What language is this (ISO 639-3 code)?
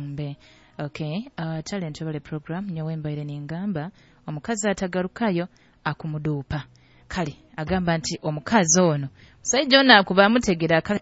nyo